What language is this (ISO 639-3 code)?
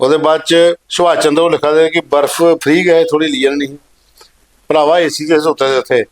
doi